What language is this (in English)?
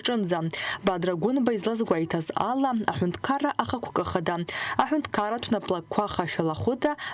Abkhazian